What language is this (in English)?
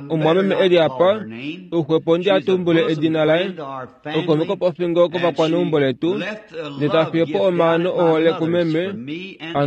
Kuanyama